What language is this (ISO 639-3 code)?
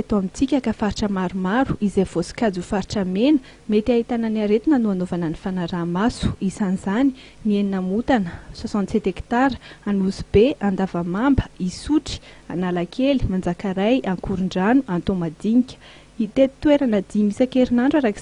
mlg